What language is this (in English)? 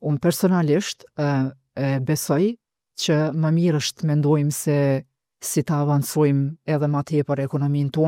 Albanian